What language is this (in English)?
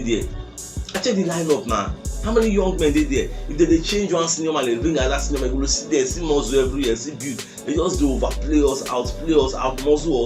Nigerian Pidgin